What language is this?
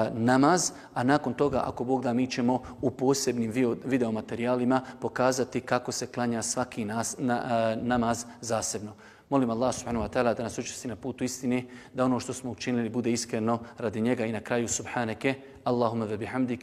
Bosnian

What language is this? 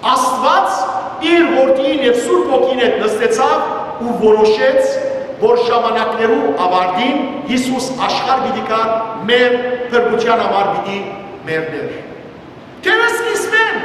Western Armenian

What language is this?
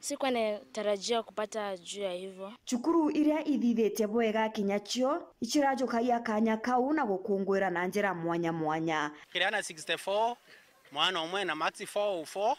Meru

